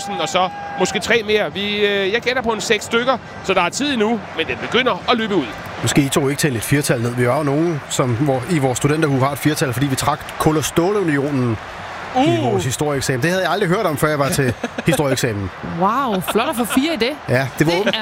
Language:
Danish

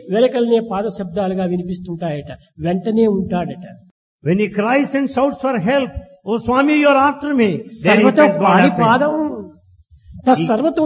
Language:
Telugu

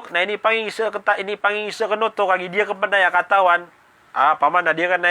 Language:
Maranao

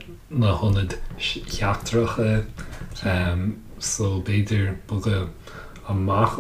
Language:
Irish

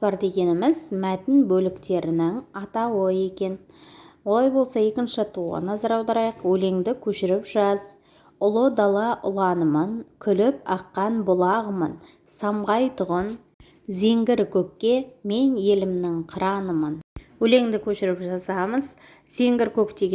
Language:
Kazakh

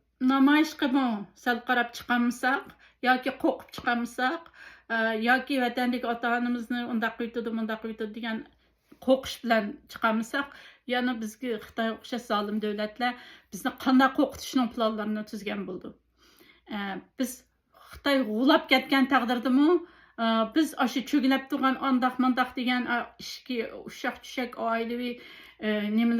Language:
Uyghur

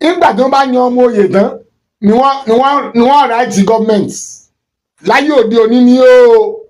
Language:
Yoruba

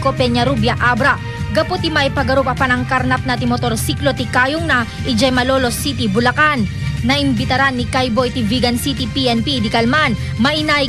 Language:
Iloko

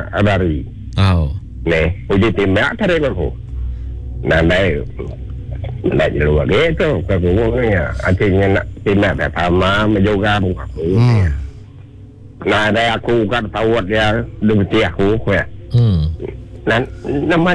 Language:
Malay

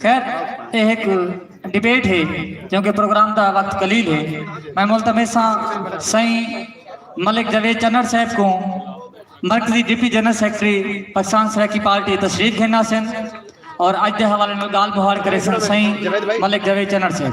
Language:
Saraiki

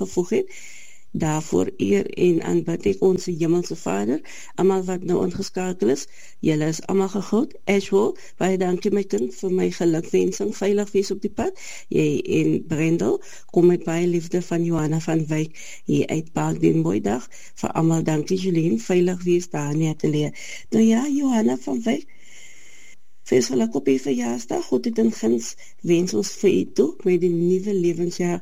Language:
Afrikaans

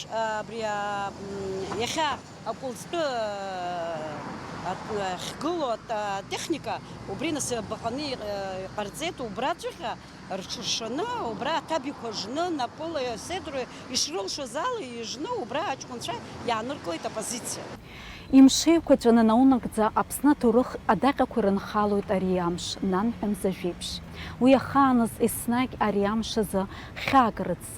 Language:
Abkhazian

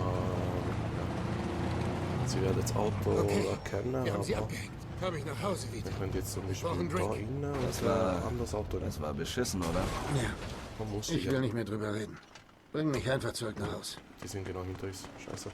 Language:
Swiss German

